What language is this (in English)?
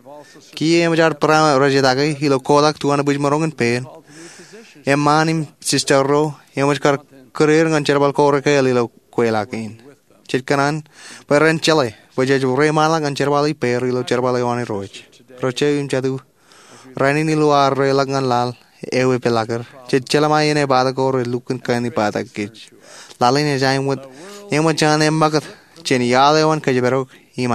Marshallese